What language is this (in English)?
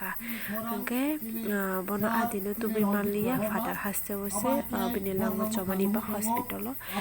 Kok Borok